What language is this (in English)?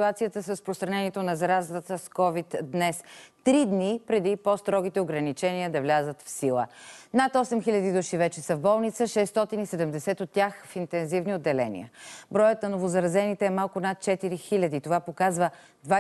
Bulgarian